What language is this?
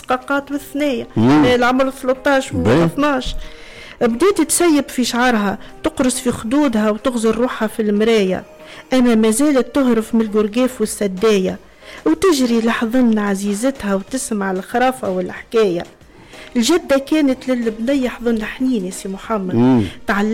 Tunisian Arabic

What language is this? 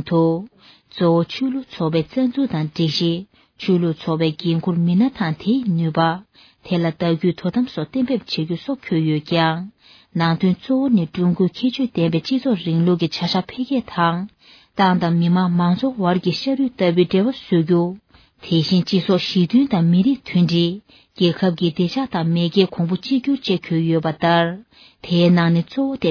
Tibetan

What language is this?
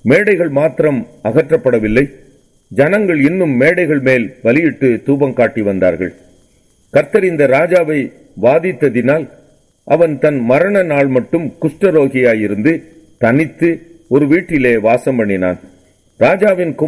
Tamil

